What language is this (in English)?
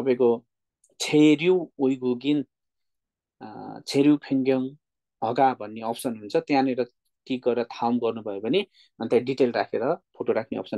Nepali